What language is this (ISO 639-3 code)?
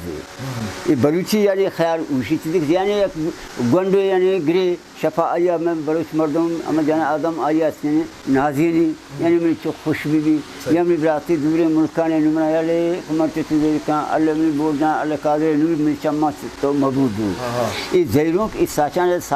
bal